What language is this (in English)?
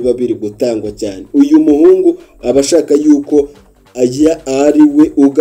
Kinyarwanda